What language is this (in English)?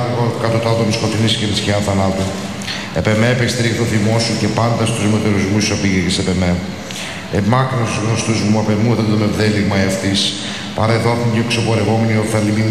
Greek